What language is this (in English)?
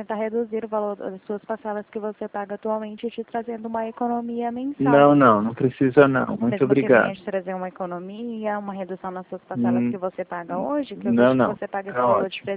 Portuguese